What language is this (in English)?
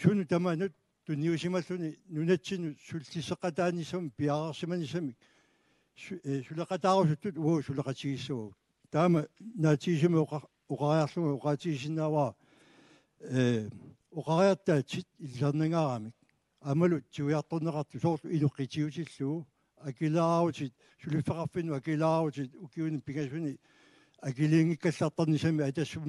Kalaallisut